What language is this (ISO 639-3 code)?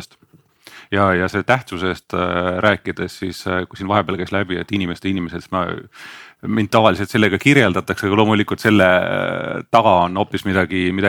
est